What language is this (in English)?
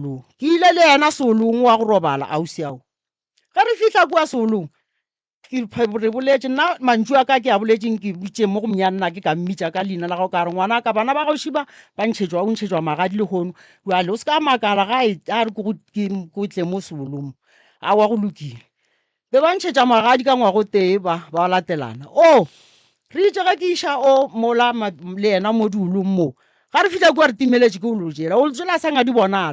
Northern Sotho